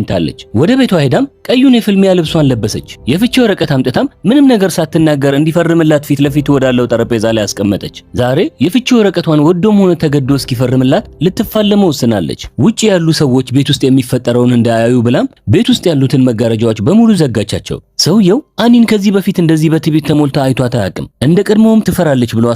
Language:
Amharic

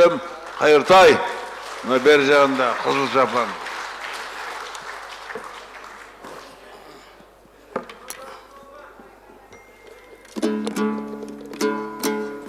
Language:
Kazakh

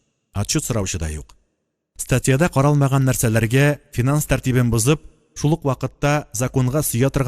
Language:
Tatar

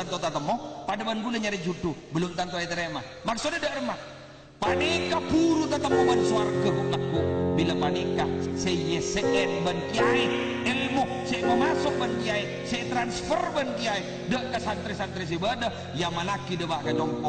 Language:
Madurese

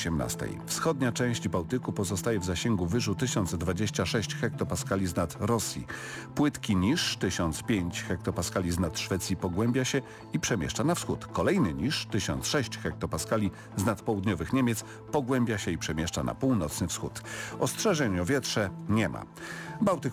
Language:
Polish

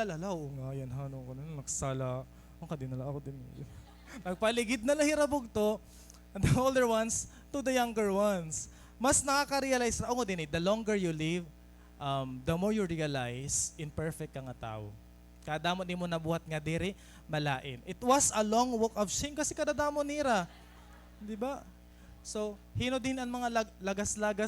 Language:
Waray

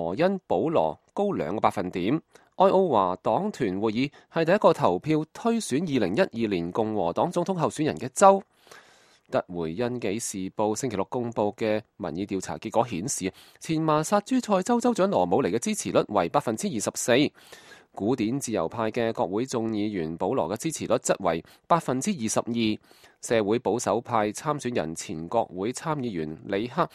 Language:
Cantonese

